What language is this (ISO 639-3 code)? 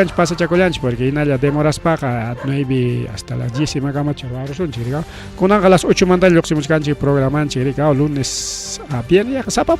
quy